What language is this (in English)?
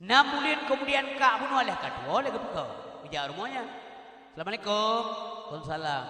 Achinese